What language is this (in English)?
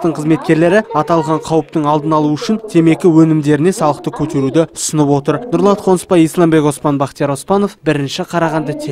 Kazakh